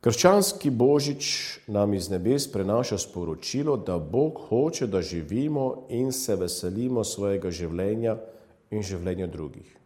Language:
Slovenian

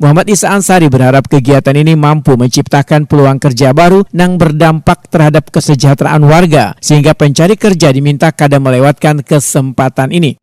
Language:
Banjar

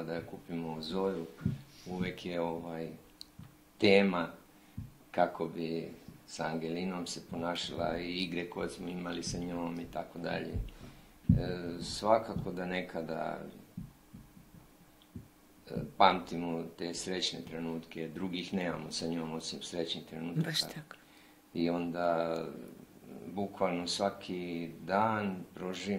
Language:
Serbian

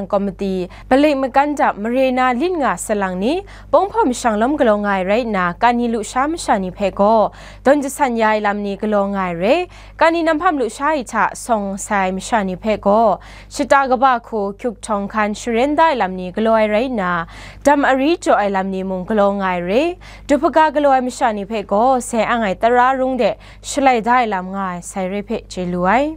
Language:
Kachin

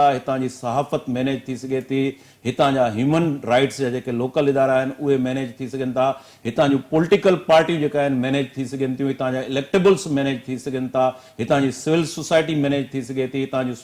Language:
Sindhi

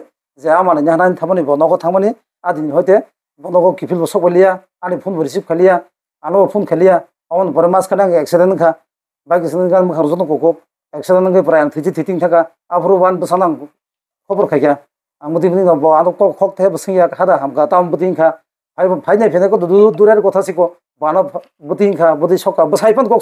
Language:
Kok Borok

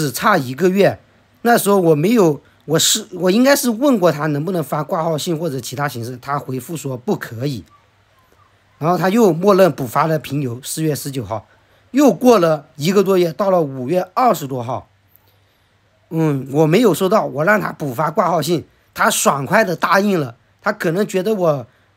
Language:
Chinese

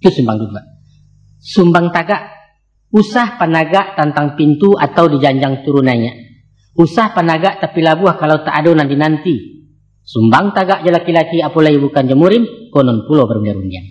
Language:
Minangkabau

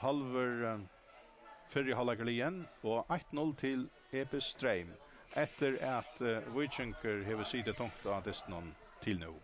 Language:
Faroese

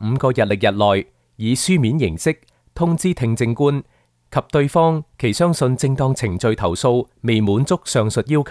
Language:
Cantonese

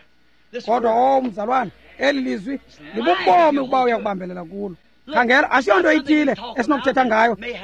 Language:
Xhosa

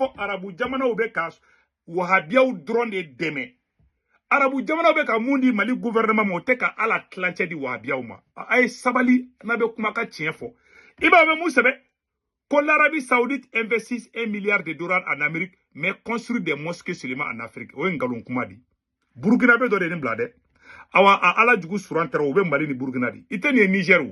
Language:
Bambara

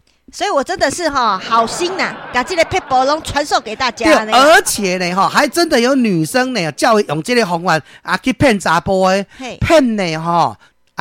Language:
Min Nan Chinese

